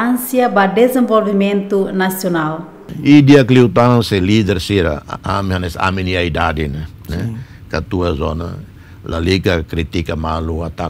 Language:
Tetum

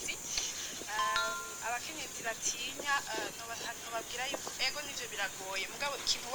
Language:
Rundi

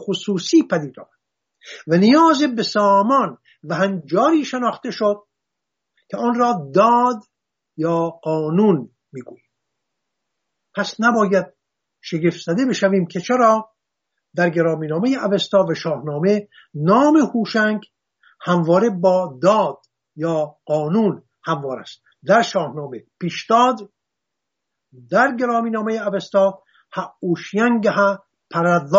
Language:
Persian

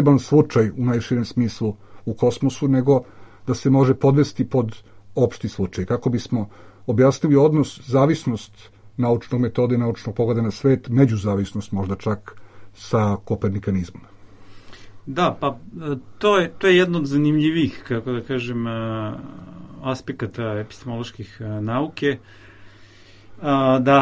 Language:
Serbian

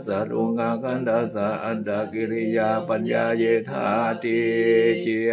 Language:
Pali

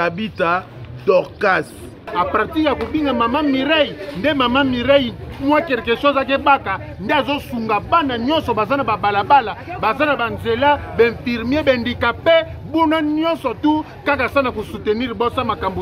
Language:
Lingala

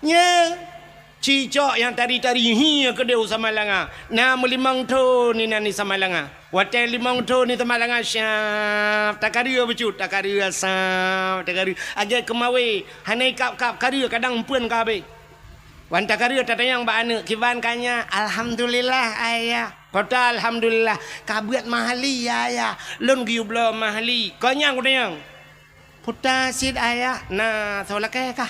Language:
Achinese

